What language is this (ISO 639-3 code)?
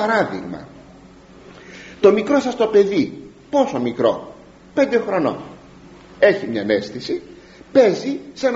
ell